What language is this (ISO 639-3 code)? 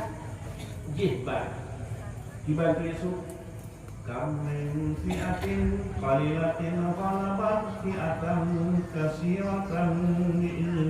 ace